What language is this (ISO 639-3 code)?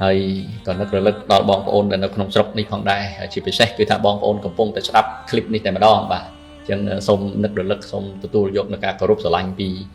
khm